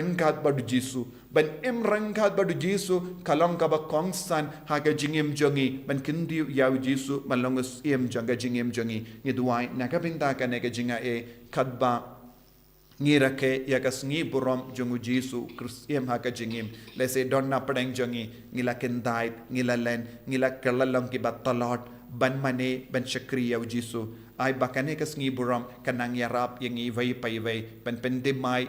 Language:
Khasi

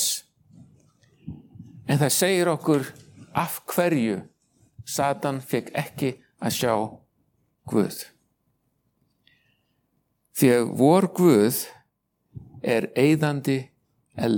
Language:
Icelandic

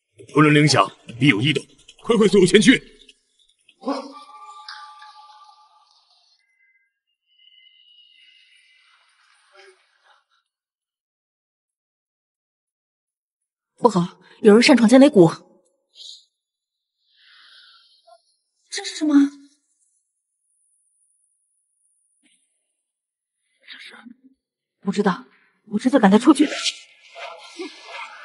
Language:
Chinese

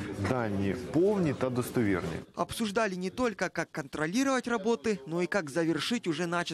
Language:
Russian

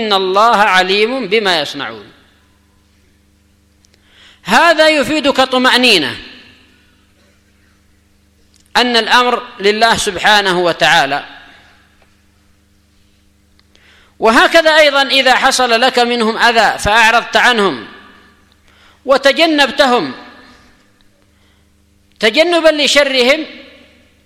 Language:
Arabic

